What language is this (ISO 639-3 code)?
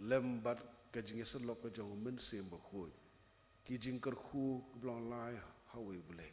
kha